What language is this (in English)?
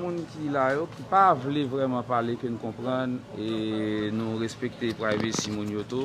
Haitian Creole